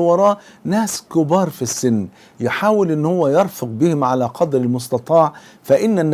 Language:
Egyptian Arabic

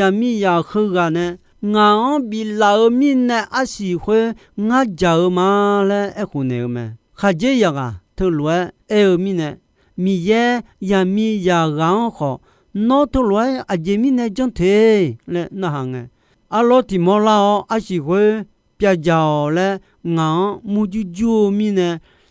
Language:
Akha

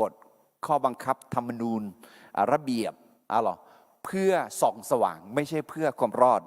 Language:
Akha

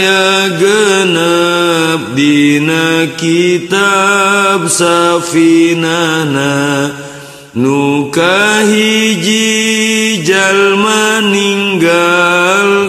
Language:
Sundanese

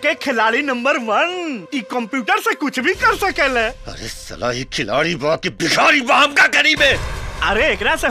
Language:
Bhojpuri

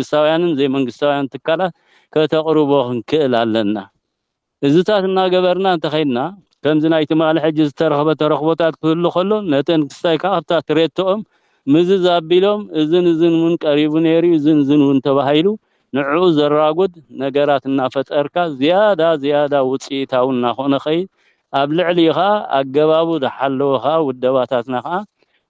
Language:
Tigrinya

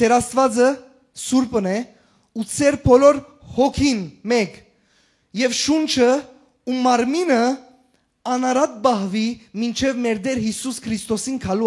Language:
Western Armenian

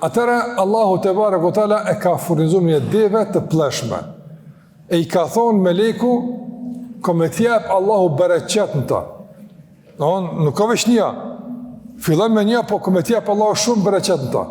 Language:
Albanian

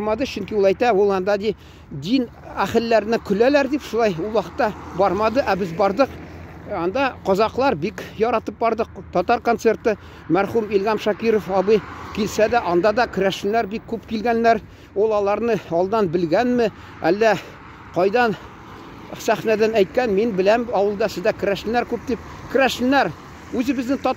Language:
Tatar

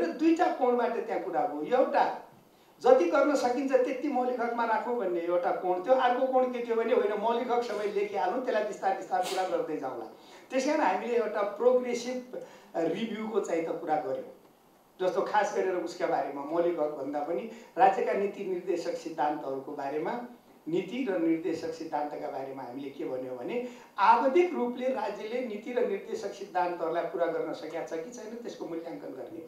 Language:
Nepali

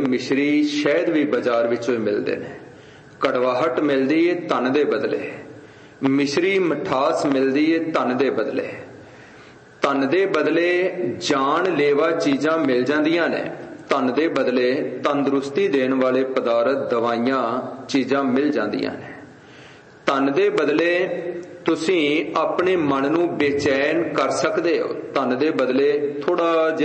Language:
Punjabi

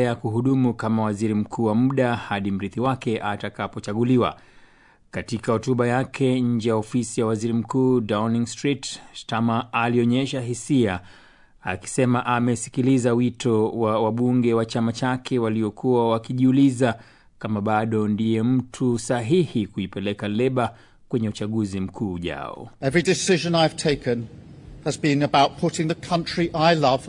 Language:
Swahili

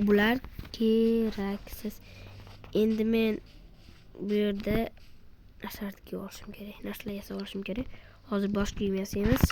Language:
Uzbek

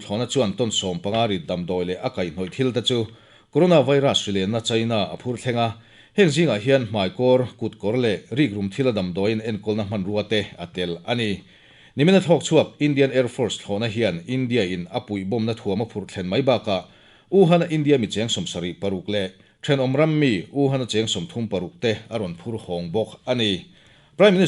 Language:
Mizo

